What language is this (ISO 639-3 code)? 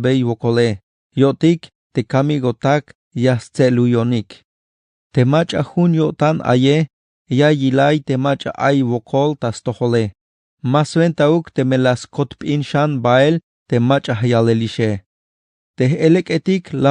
tzh